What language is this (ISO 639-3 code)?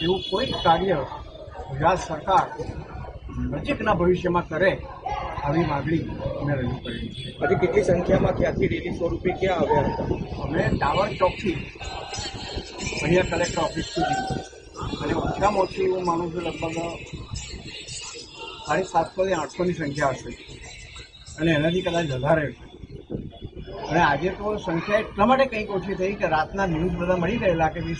guj